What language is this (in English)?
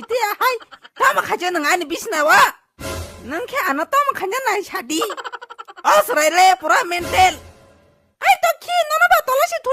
Kok Borok